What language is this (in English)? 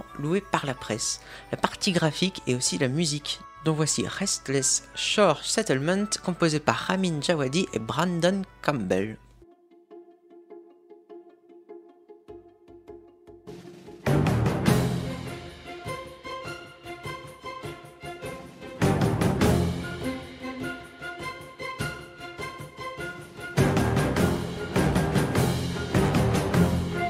French